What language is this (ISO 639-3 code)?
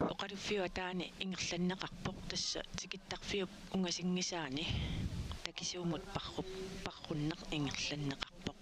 kal